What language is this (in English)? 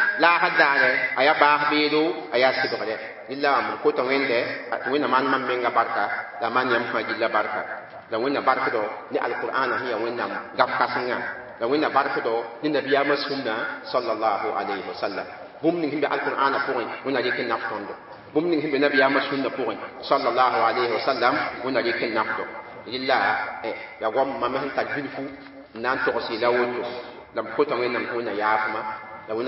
Mossi